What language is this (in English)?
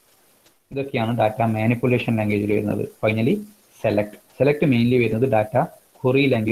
Malayalam